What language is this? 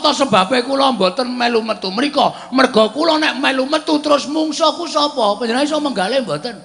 Javanese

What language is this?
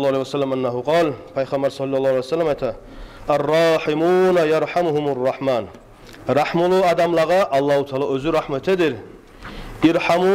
Kumyk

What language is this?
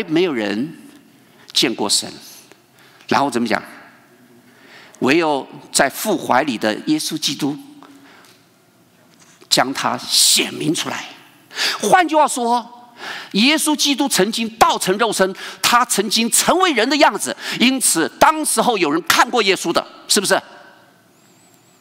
Chinese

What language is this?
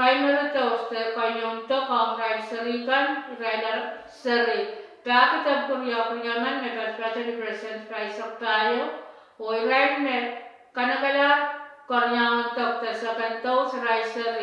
Pohnpeian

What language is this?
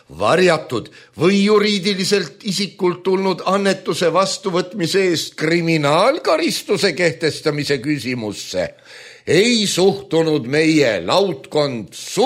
Estonian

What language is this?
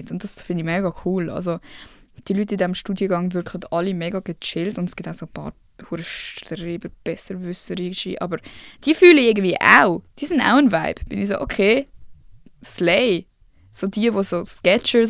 Swiss German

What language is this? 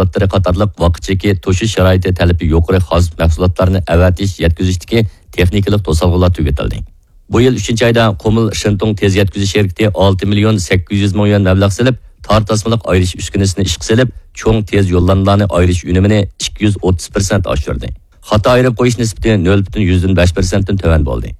Uyghur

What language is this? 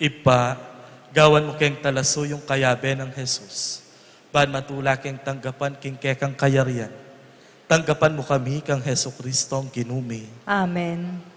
Pampanga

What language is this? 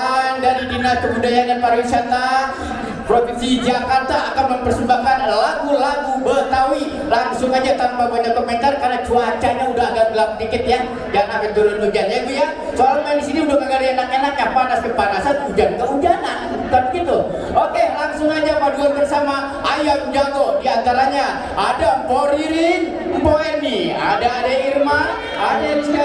Betawi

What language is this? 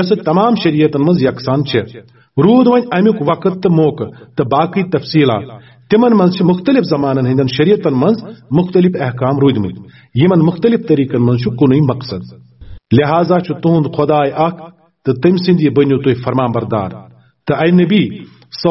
Kashmiri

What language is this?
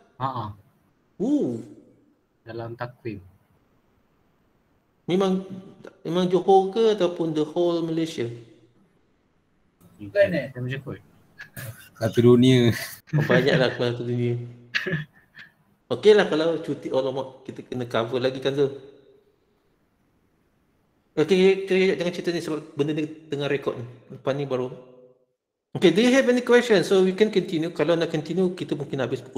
Malay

